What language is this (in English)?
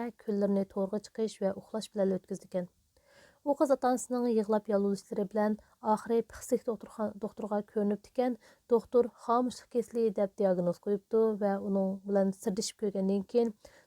Uyghur